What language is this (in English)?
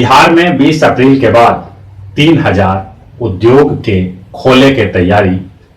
Magahi